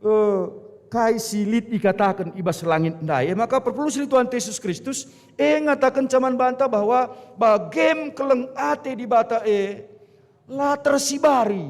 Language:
Batak Karo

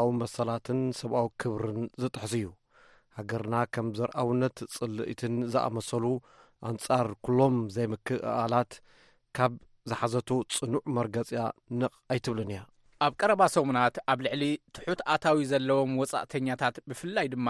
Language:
Tigrinya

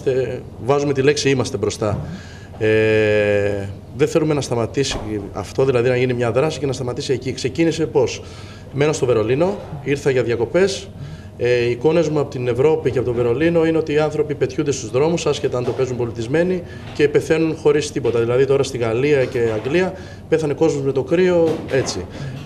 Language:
Greek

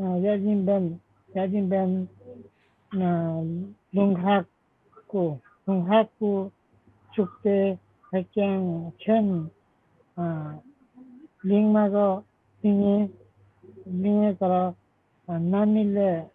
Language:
Limbu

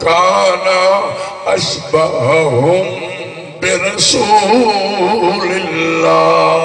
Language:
Saraiki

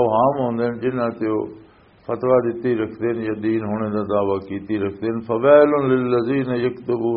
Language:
Western Panjabi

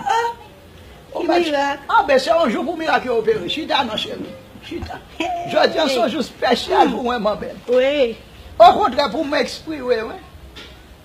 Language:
Haitian Creole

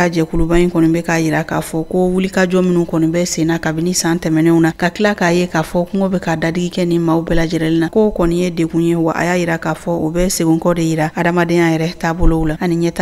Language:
Bambara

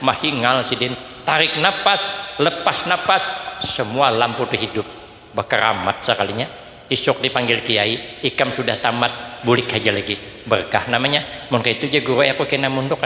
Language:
Banjar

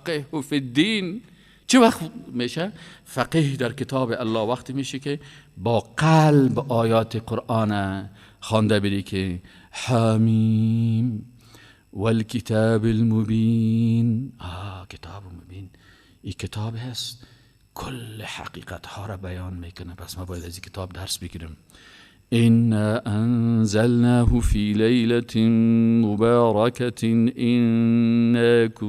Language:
Persian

